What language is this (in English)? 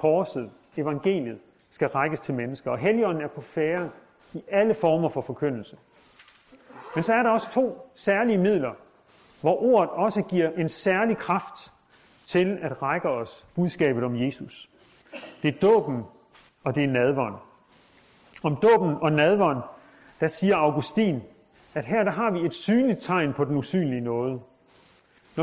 Danish